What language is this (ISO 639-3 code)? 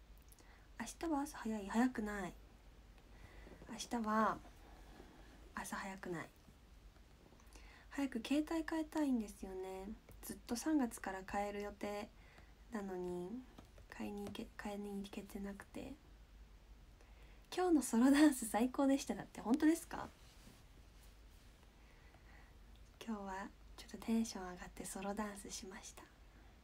jpn